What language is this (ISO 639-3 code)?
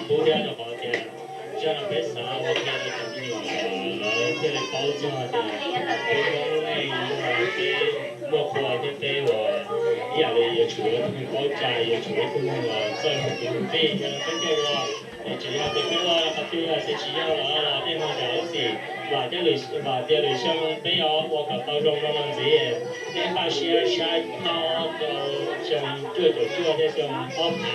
hmn